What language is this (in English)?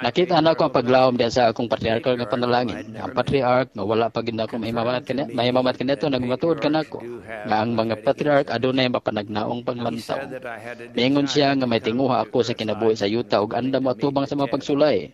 Cebuano